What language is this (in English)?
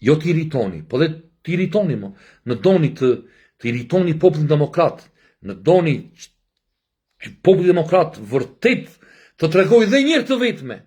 Albanian